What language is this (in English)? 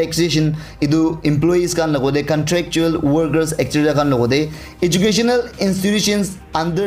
Naga Pidgin